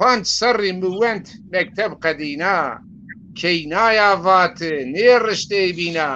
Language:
Zaza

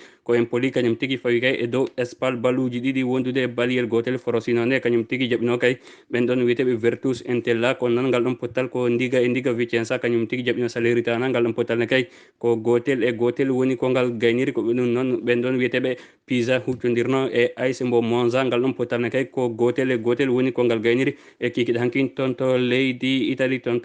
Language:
Fula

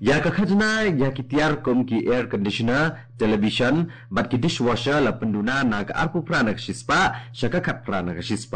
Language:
Khasi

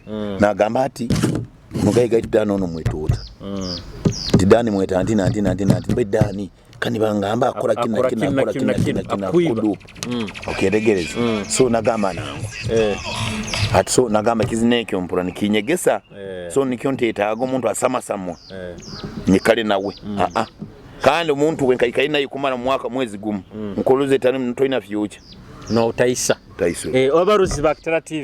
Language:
Nyoro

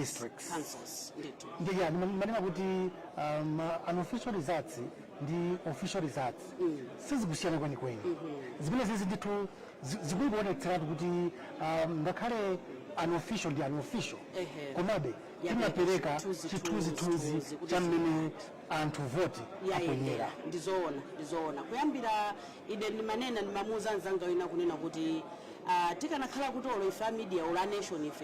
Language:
Nyanja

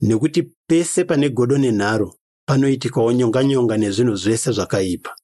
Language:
Shona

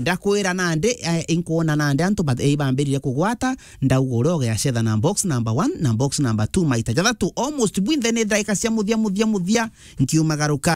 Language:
Meru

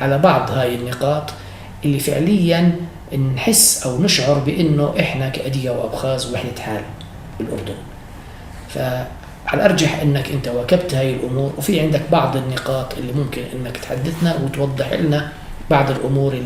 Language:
North Levantine Arabic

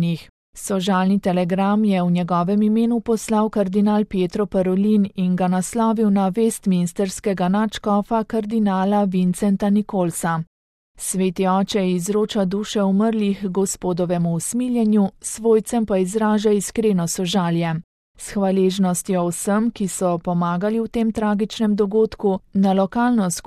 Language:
Slovenian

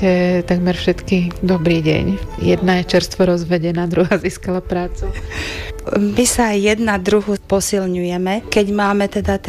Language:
Slovak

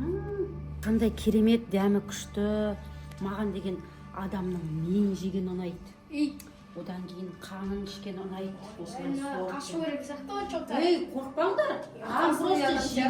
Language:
Kazakh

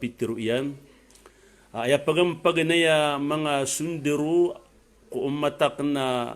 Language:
Maranao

